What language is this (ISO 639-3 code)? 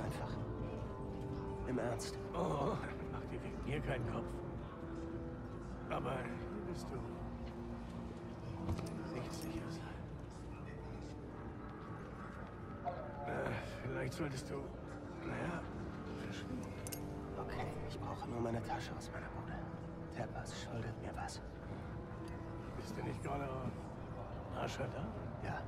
deu